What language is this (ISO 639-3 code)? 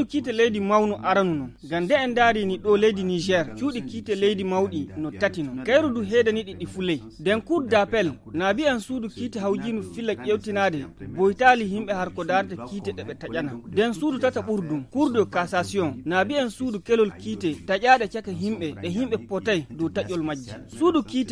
fuv